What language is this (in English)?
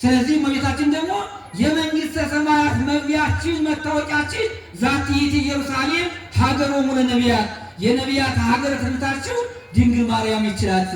Amharic